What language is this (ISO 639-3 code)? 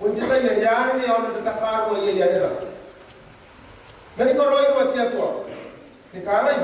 gil